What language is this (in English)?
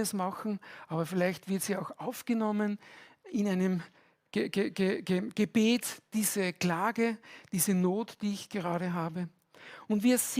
Swiss German